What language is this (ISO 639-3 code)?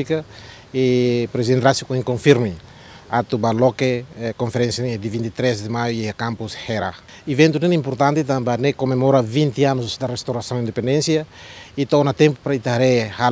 tet